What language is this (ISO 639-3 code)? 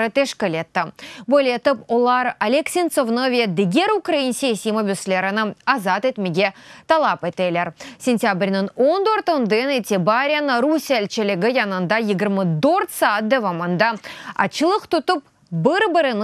crh